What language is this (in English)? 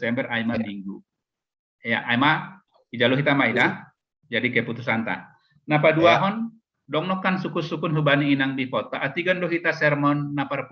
Batak Simalungun